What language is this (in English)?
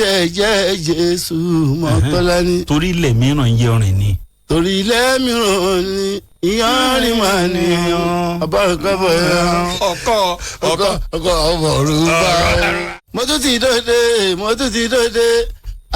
Yoruba